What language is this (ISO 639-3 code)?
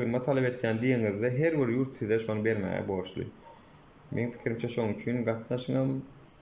tuk